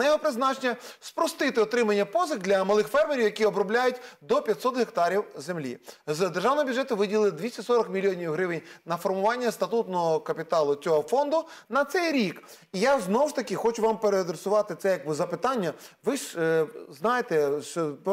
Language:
Ukrainian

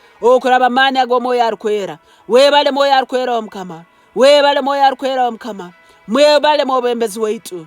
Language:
Nyankole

